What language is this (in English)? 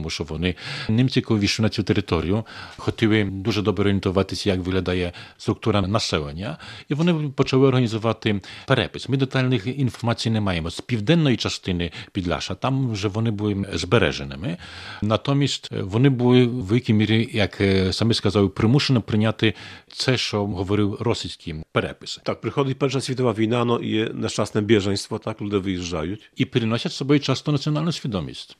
Ukrainian